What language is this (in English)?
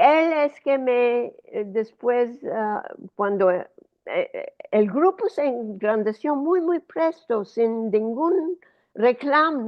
Ladino